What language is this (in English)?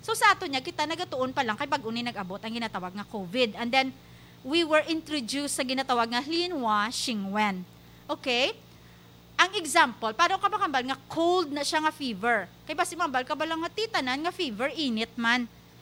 Hiligaynon